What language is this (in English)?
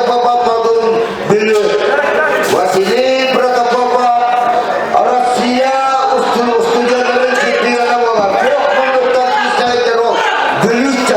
Yakut